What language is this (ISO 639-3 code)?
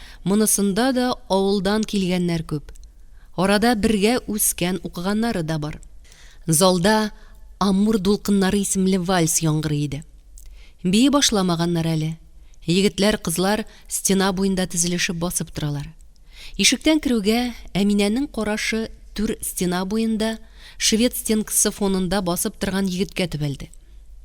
tat